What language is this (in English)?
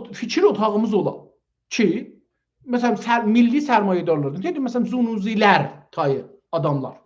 South Azerbaijani